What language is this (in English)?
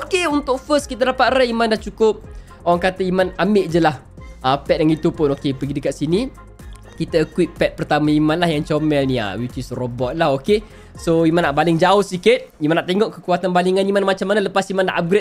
Malay